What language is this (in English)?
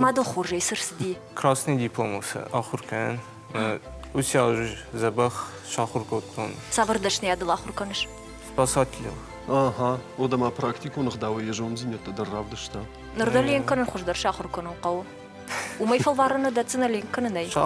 Ossetic